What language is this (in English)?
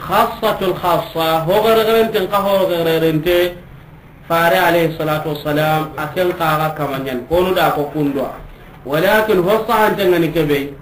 Soninke